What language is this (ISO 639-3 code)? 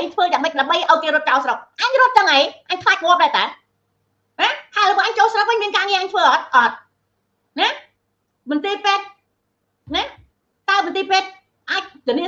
khm